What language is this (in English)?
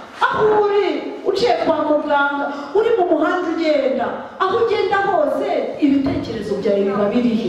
Kinyarwanda